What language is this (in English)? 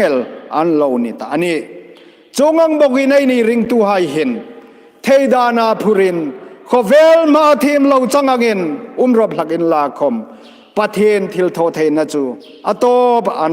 Hmar